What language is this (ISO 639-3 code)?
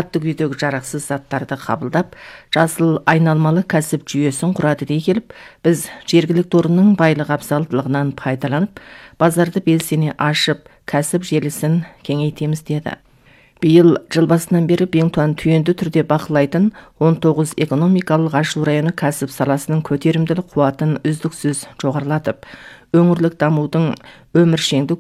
kaz